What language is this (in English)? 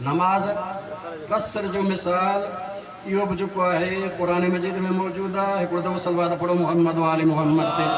Sindhi